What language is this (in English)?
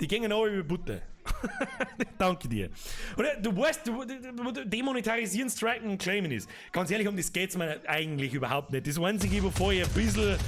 Bavarian